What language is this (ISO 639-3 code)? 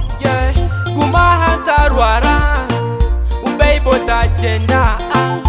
kin